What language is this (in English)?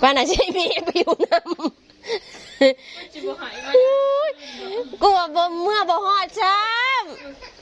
Northeastern Thai